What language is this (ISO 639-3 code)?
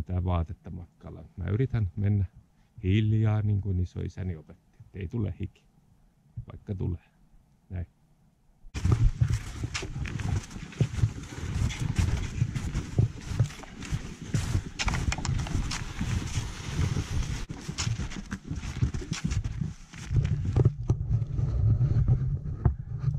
fin